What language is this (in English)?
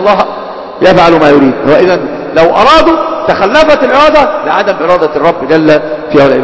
Arabic